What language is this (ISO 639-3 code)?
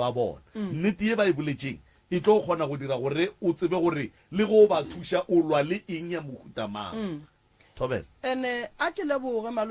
nso